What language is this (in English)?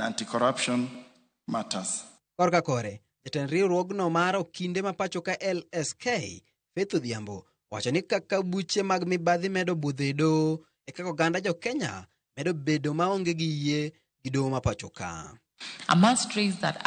Luo (Kenya and Tanzania)